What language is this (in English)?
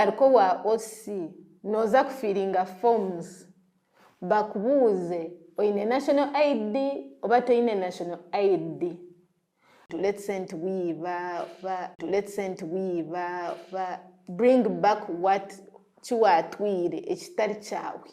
Nyankole